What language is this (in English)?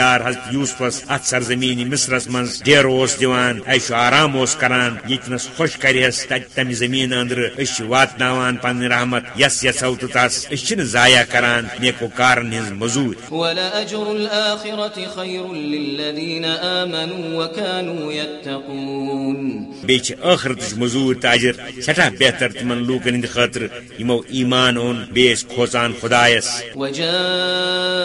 Kashmiri